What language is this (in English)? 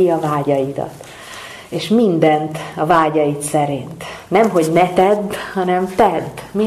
Hungarian